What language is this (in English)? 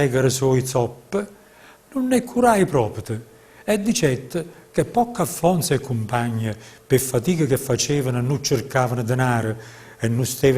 Neapolitan